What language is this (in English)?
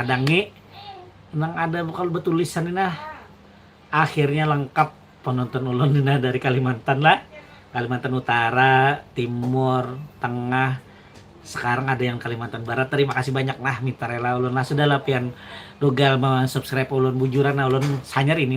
Banjar